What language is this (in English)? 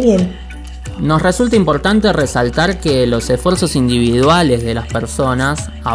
Spanish